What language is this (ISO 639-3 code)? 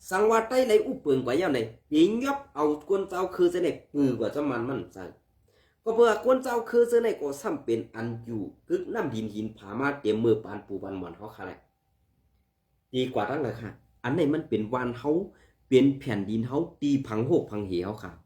shn